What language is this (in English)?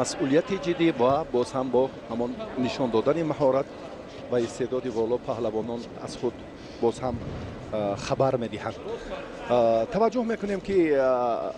Tajik